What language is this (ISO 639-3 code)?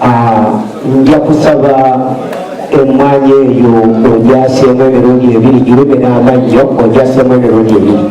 lug